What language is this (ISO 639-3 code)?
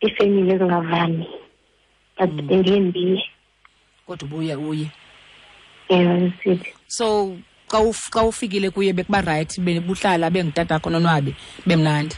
xho